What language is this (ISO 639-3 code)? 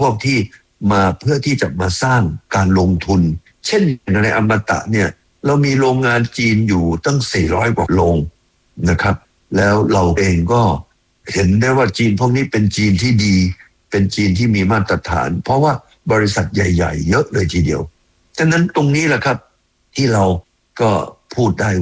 tha